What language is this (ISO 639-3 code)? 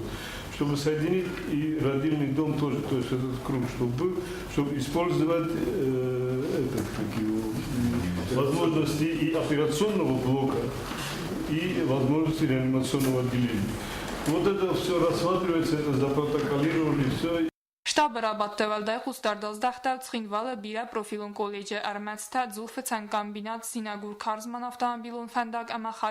oss